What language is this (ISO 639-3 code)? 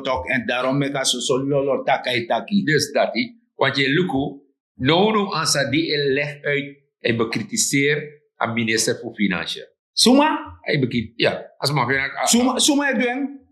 srn